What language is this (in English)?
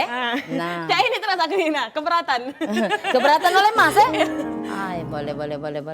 Musi